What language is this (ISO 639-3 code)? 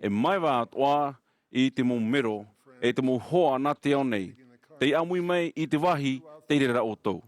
tah